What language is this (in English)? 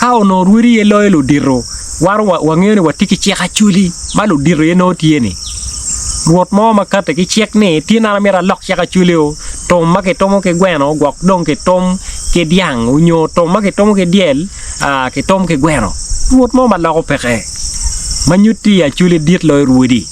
Acoli